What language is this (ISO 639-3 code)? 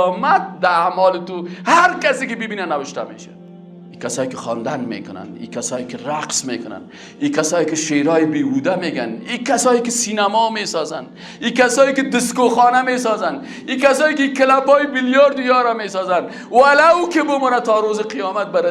fas